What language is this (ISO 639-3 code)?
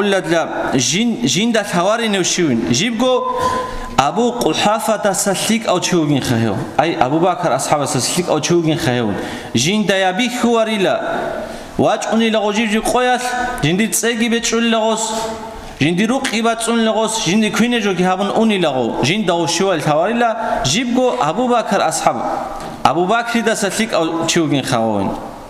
ava